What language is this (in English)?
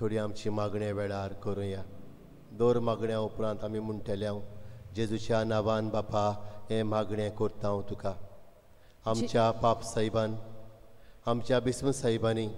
Konkani